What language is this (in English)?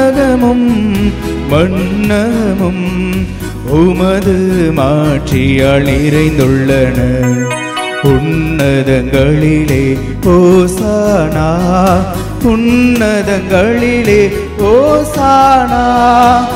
Tamil